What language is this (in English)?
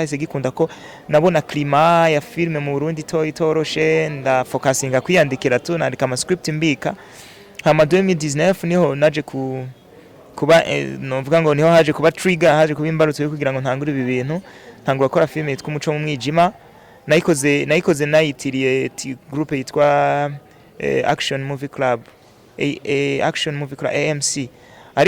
Rundi